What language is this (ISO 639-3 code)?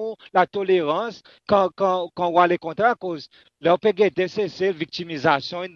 crs